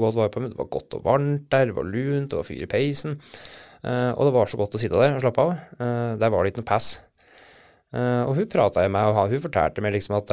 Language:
Norwegian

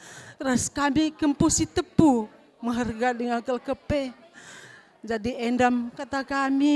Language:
Batak Karo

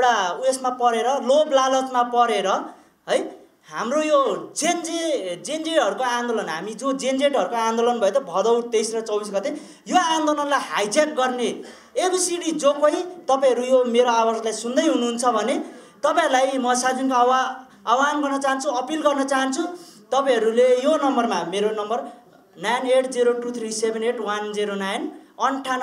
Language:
Nepali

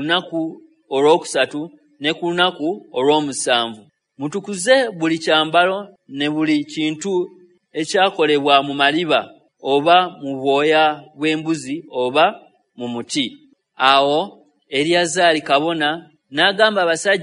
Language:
Ganda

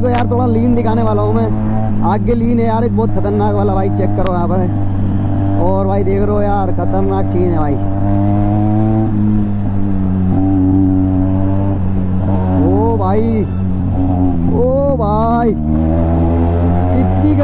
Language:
Hindi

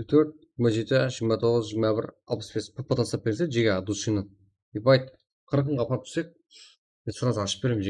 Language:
Kara-Kalpak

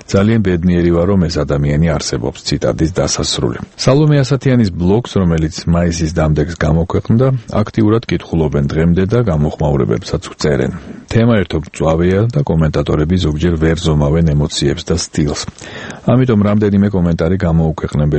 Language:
Georgian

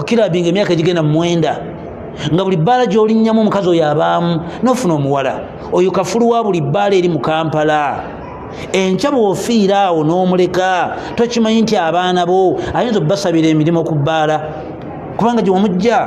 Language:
Ganda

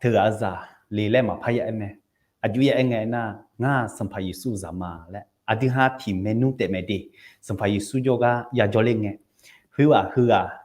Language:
Akha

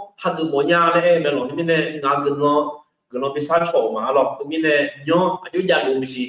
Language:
Akha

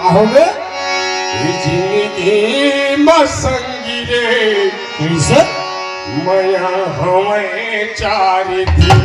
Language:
Chhattisgarhi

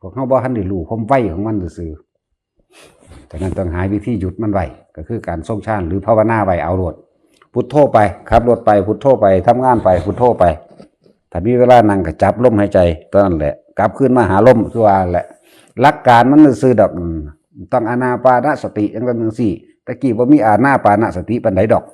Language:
Northeastern Thai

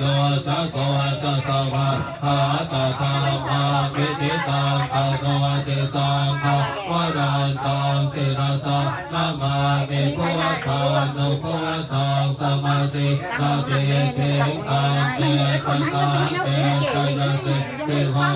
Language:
Pali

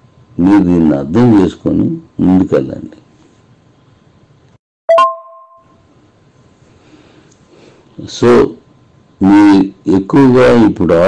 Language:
Telugu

